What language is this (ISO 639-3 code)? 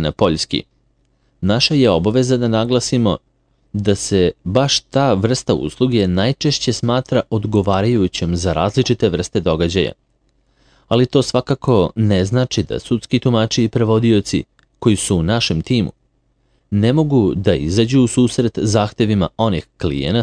srp